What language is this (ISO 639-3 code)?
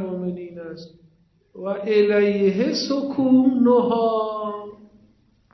fas